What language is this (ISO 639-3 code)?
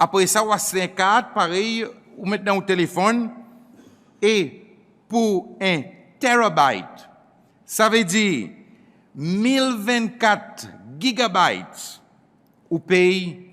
crs